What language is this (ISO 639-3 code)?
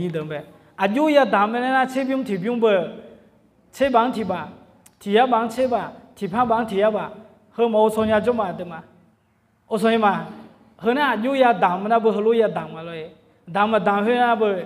ahk